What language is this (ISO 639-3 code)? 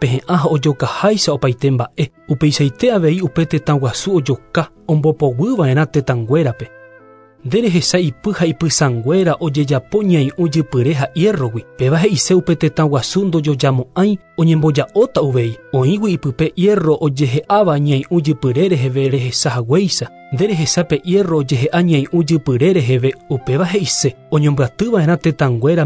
grn